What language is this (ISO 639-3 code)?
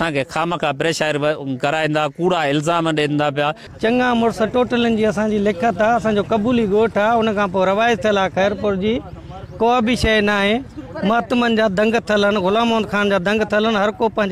snd